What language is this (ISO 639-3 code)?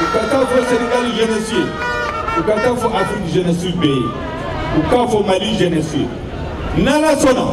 bam